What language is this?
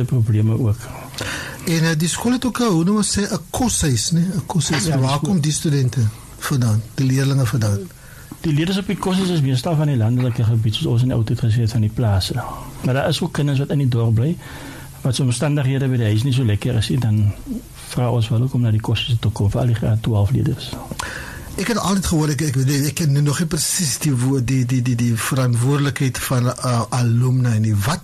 Afrikaans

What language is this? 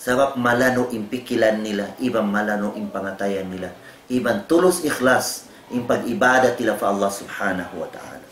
Tausug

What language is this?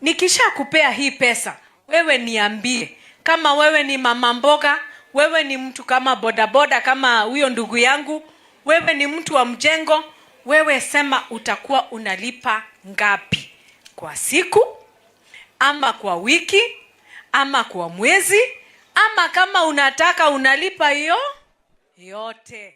Gusii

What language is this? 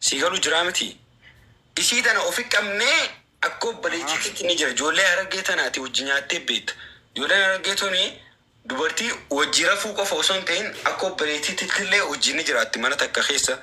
Oromo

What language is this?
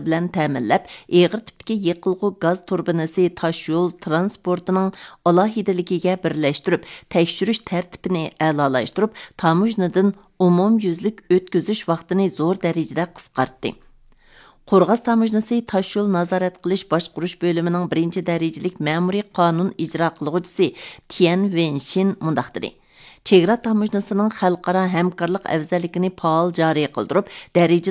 Uyghur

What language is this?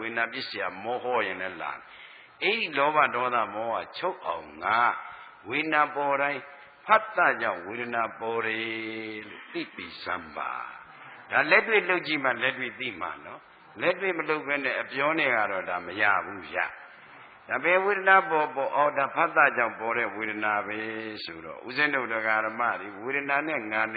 Burmese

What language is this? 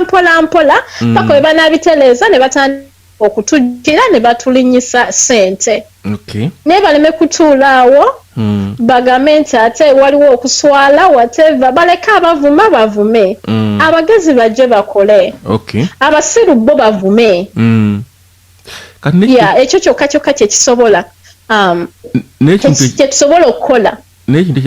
Ganda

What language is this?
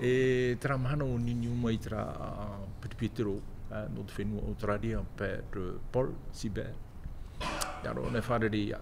Tahitian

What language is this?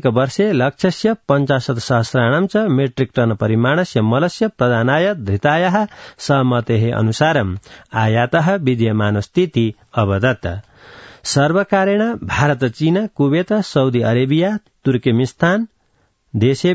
Sanskrit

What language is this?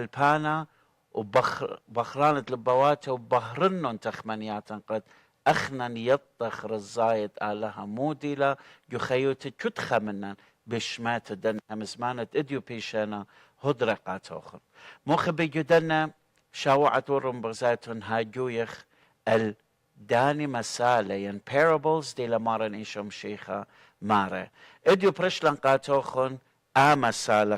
Assyrian Neo-Aramaic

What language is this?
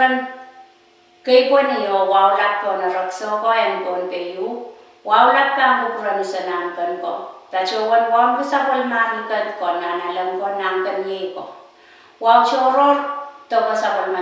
Pohnpeian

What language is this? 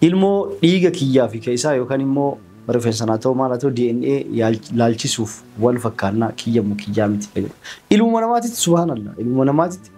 Oromo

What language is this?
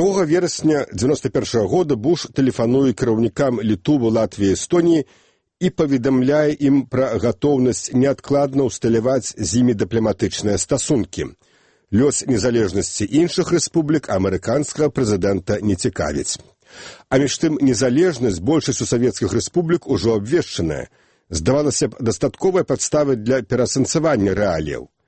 Belarusian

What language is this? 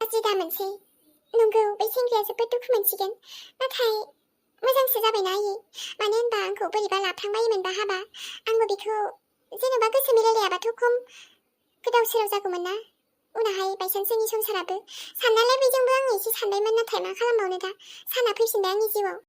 Bodo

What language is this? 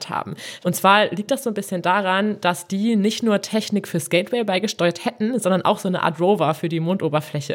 German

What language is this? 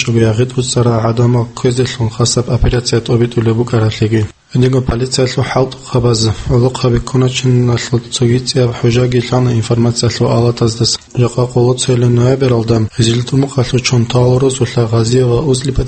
Avaric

